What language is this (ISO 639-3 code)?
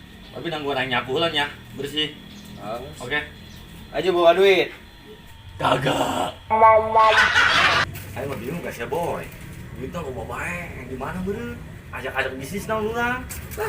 sun